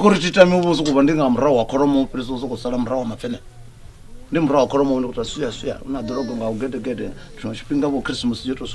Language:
Venda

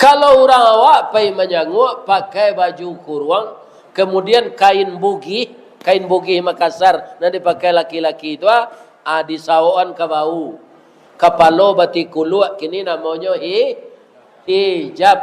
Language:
Minangkabau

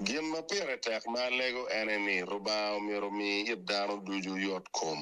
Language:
Acoli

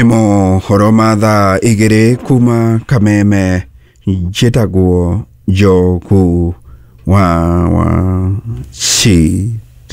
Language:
Kikuyu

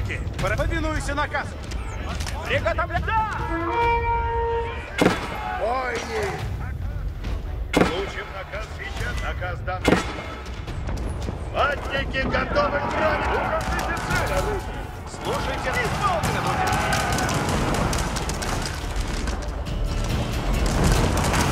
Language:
Russian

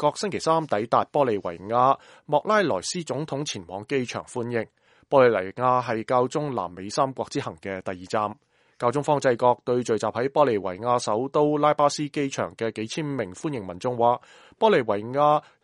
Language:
Cantonese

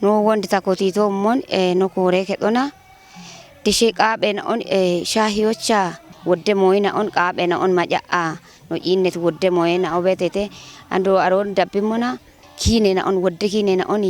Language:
Kafa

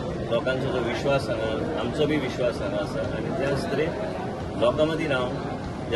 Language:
Konkani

